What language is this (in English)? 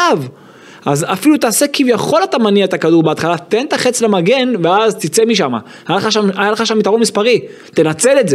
Hebrew